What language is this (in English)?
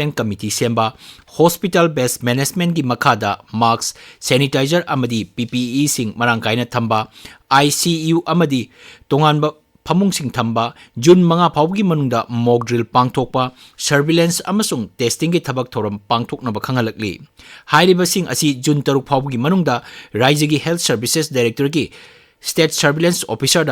Manipuri